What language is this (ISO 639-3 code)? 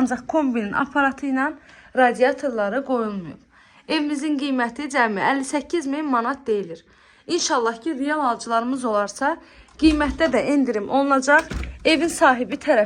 aze